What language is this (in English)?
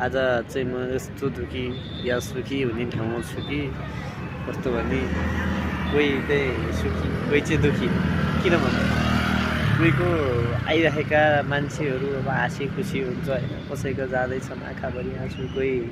Nepali